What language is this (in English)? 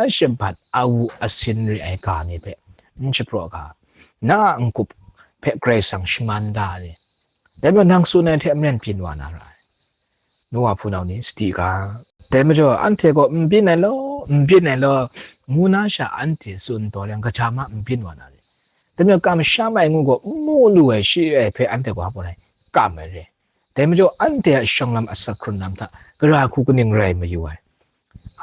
Kachin